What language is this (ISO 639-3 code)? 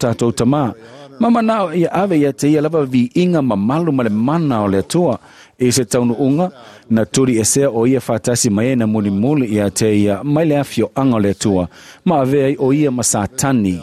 smo